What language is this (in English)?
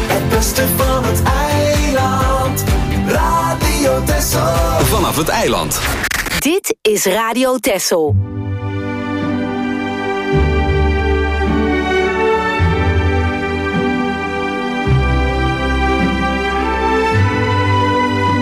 Dutch